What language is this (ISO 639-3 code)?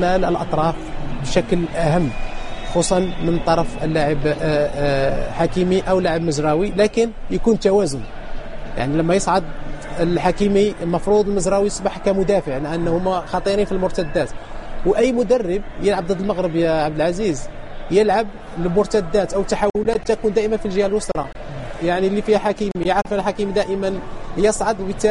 ara